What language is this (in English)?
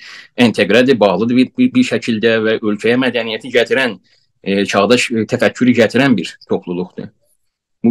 South Azerbaijani